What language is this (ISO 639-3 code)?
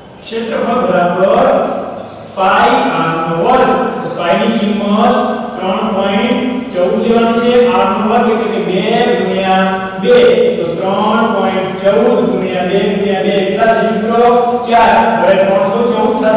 guj